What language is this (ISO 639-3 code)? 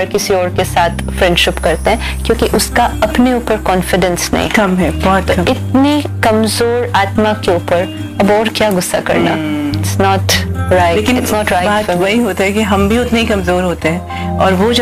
hin